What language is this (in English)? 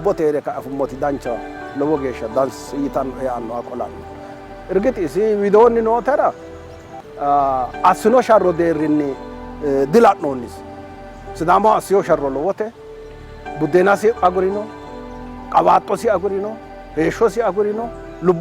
Sidamo